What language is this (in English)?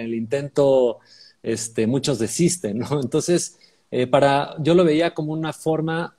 Spanish